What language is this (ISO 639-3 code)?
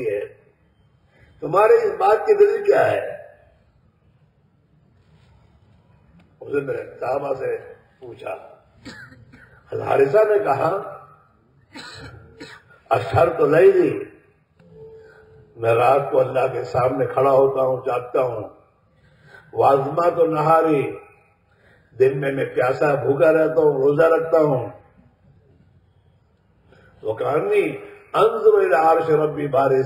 urd